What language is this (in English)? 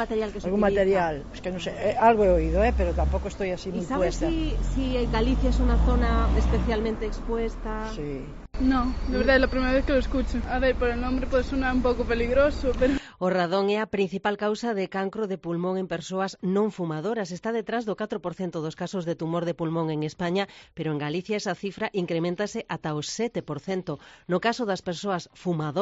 Galician